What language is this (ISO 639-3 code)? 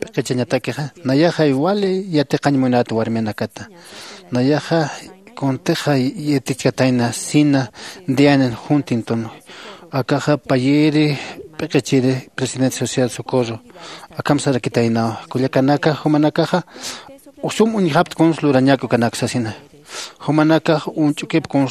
aym